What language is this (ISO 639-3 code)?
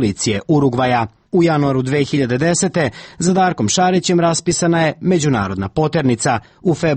srp